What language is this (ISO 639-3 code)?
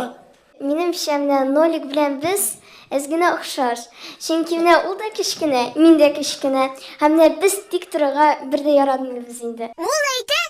tat